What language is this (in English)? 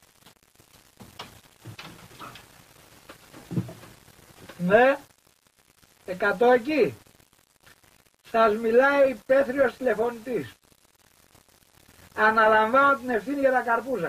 Greek